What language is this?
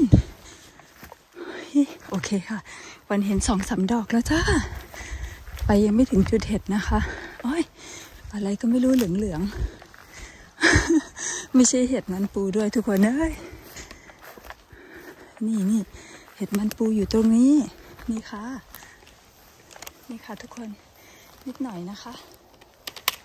Thai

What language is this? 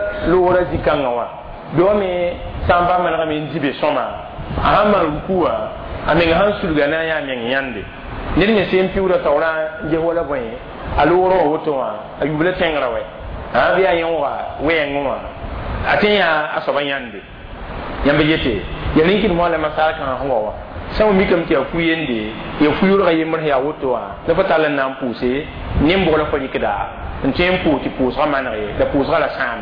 Mossi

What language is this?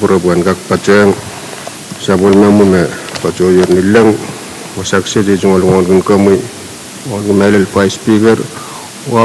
Pohnpeian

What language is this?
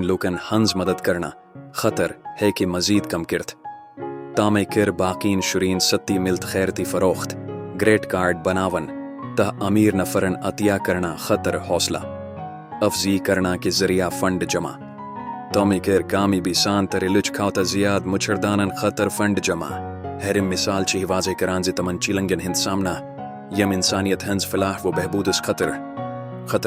Kashmiri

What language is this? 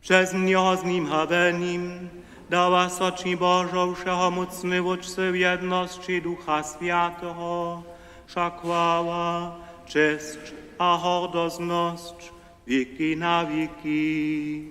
Upper Sorbian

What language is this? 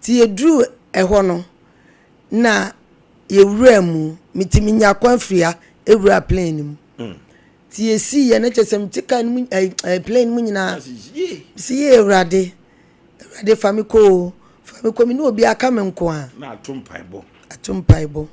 Akan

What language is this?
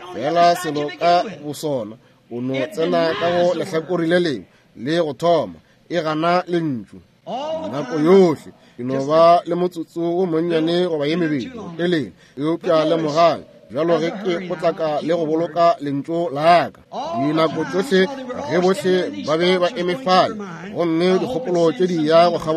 Northern Sotho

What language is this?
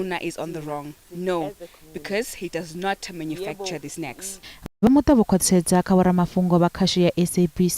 Venda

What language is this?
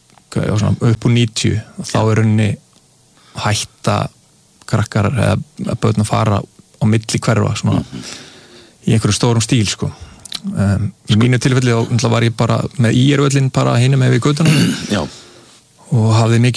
Icelandic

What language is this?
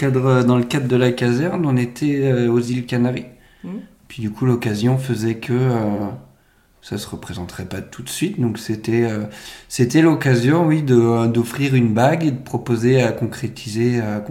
French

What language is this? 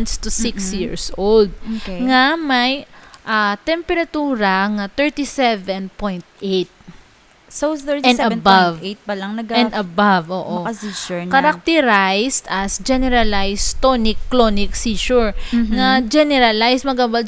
Hiligaynon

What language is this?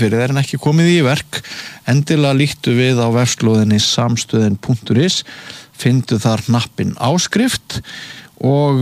Icelandic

